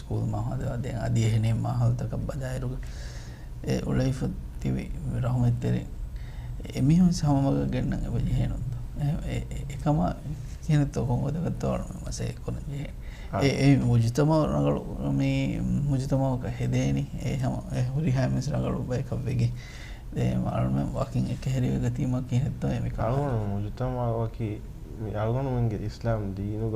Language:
Divehi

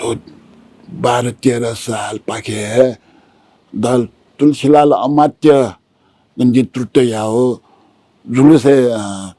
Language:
Newari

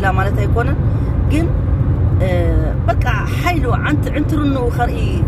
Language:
Tigrinya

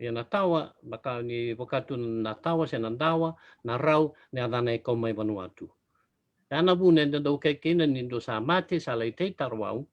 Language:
Fijian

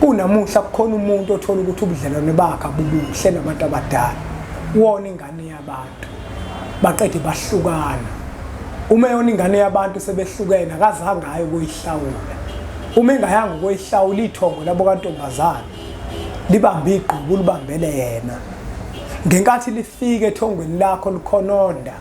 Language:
Zulu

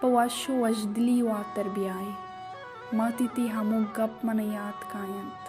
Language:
Baluchi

